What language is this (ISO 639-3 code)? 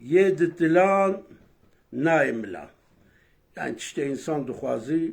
kur